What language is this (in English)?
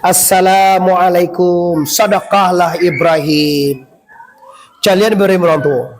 Minangkabau